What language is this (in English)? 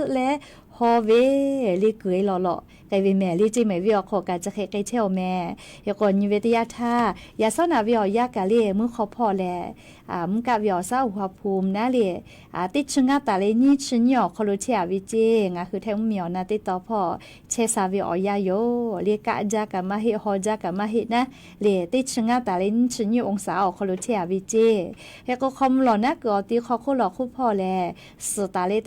Lahu